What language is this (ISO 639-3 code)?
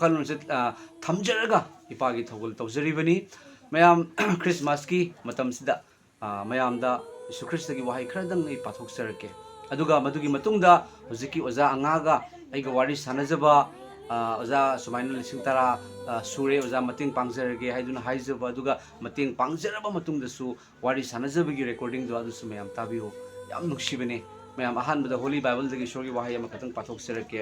mni